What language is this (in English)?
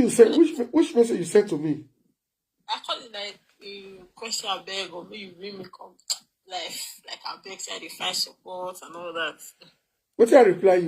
Nigerian Pidgin